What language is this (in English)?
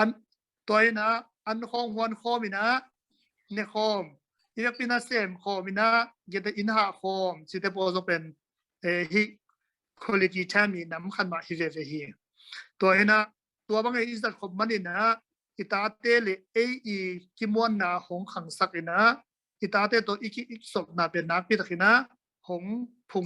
Tedim Chin